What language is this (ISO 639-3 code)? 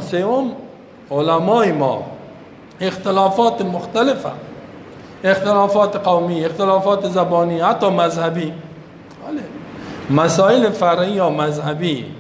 fas